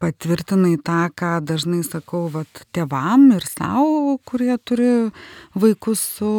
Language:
Lithuanian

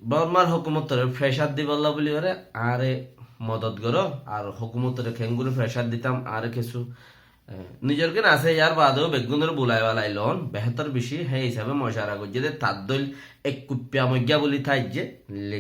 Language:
Rohingya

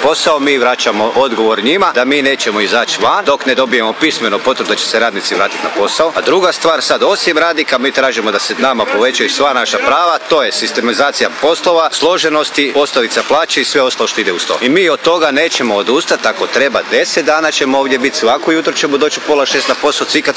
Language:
Croatian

